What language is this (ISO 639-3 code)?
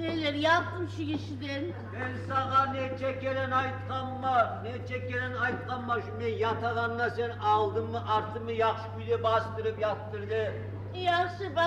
kum